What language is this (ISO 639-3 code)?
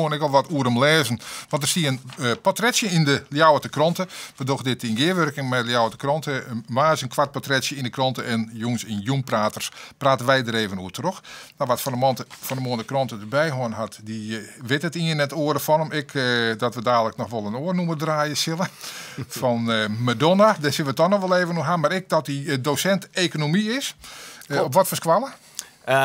fry